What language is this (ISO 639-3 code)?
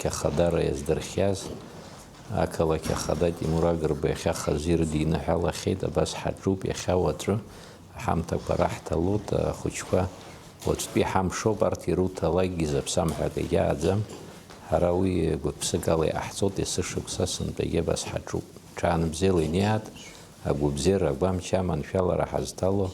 abk